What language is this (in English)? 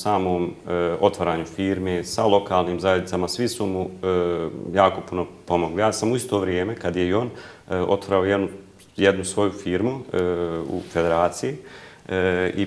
Bosnian